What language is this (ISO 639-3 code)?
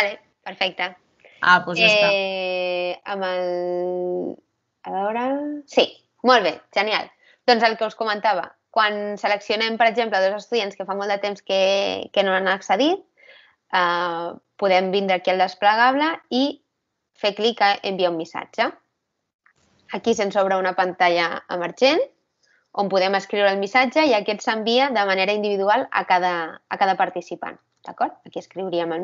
cat